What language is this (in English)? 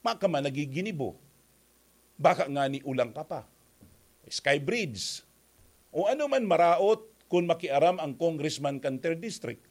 Bikol